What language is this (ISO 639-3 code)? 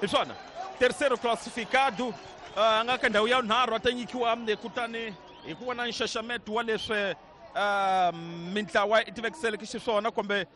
tso